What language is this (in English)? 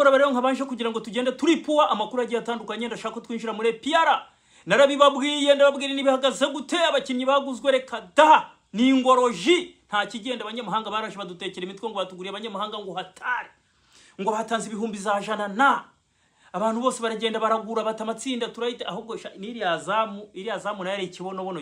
Kinyarwanda